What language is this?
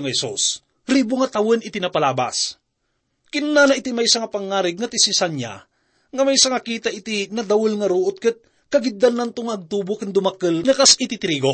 Iloko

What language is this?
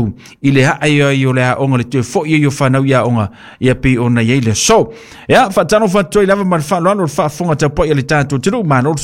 Samoan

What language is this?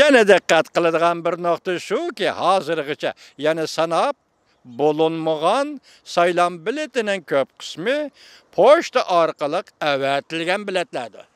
Uyghur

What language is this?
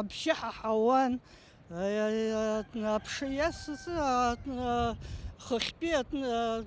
Abkhazian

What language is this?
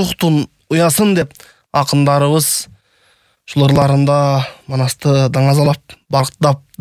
Kyrgyz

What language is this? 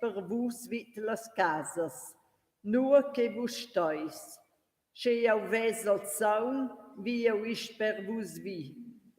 Romansh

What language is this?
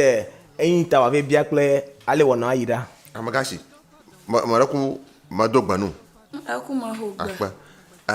Ewe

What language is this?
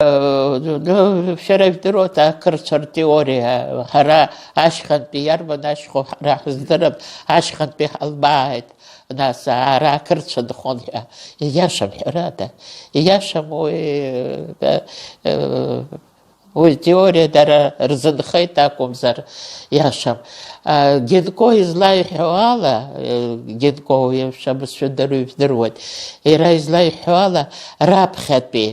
Abkhazian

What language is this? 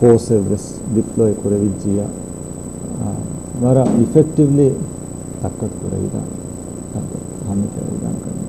Divehi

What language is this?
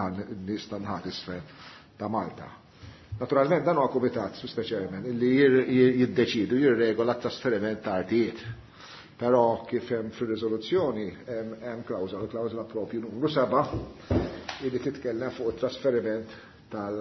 Maltese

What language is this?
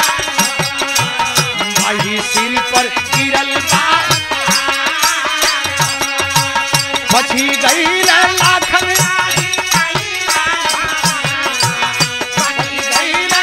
Bhojpuri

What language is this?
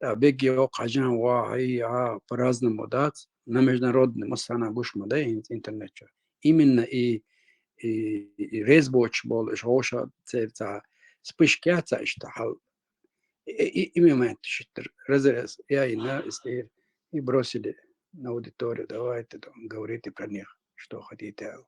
Chechen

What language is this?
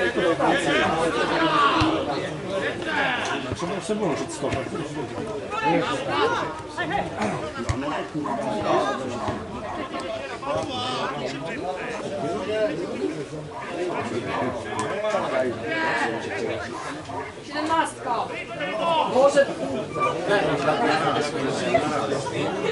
Polish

